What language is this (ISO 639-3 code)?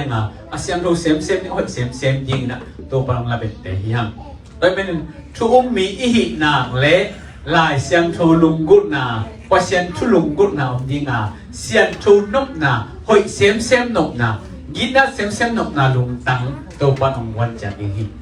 ctd